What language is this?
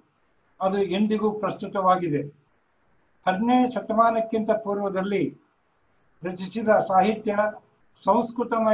Kannada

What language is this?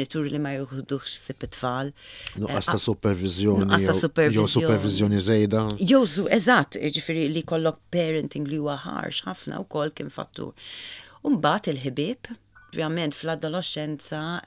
Maltese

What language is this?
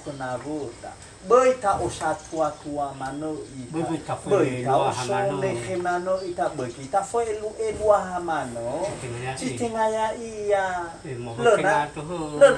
Nias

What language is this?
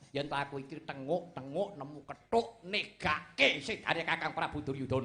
Javanese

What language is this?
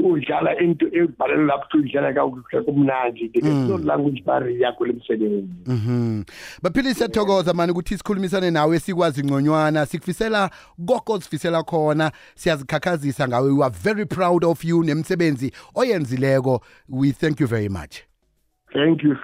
South Ndebele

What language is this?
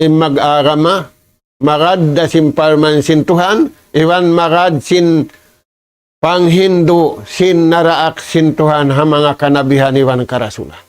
Tausug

